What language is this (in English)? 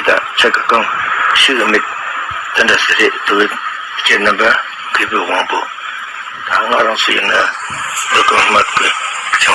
Tibetan